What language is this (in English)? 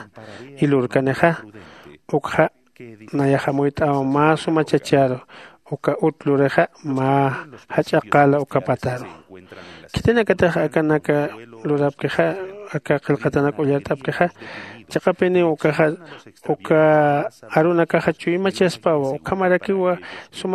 Aymara